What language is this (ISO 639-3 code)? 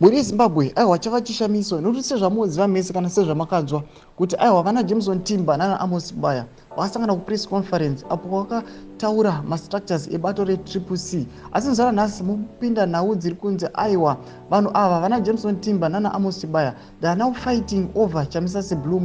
sna